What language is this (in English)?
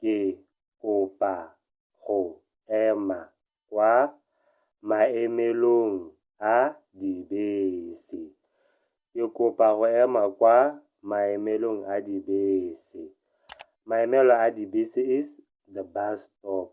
Tswana